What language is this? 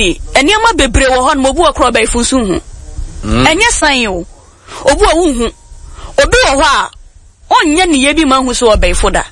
Akan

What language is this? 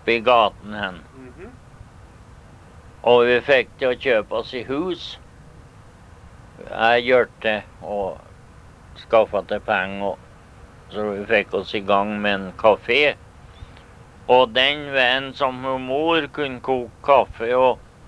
Norwegian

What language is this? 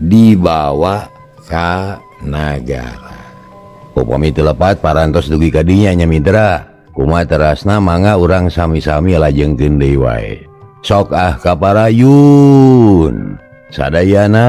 Sundanese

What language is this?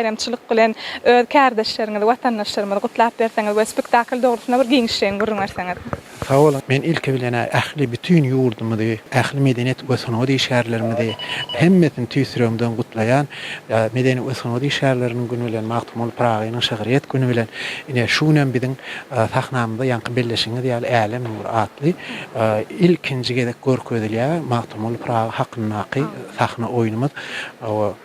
Turkmen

